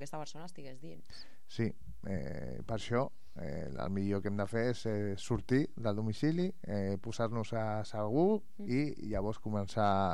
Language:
Catalan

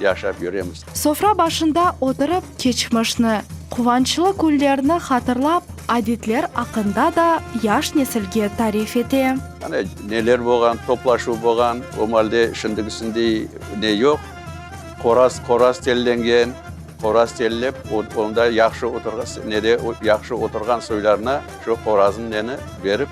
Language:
Crimean Tatar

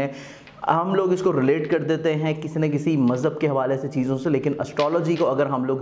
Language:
Urdu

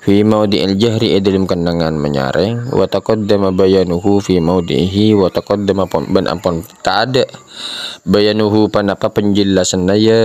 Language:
Madurese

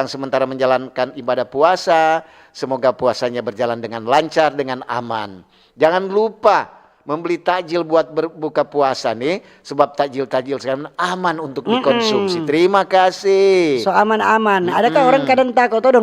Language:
Manado Malay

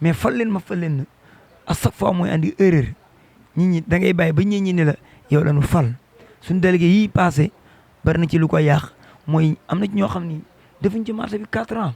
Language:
Wolof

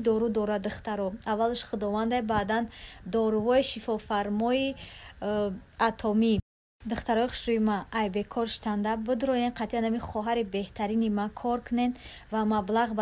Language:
Tajik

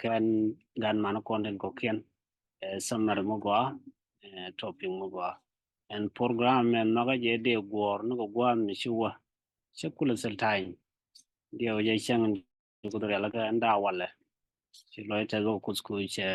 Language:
Nuer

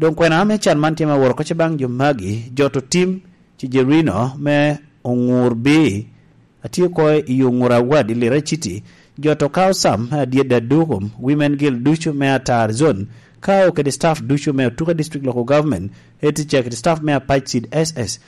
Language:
Lango (Uganda)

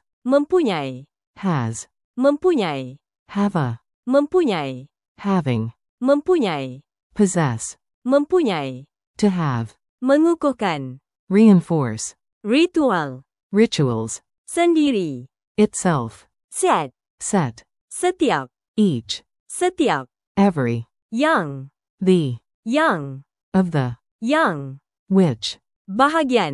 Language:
Malay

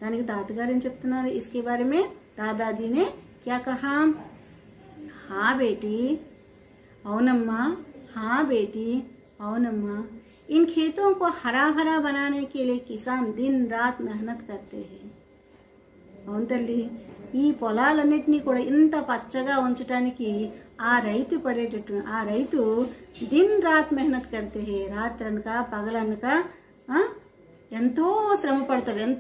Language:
Telugu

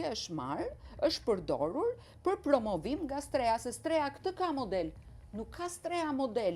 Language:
Albanian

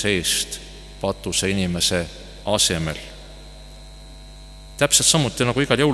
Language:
Estonian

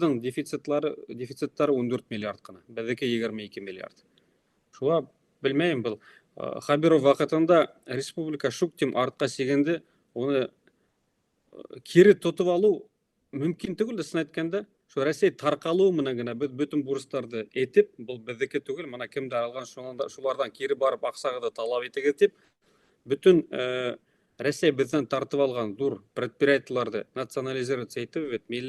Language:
Bashkir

